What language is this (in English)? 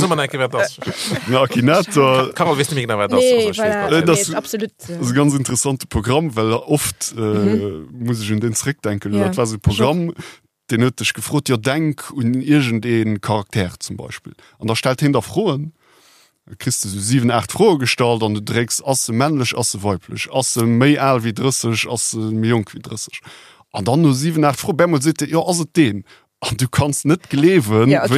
Luxembourgish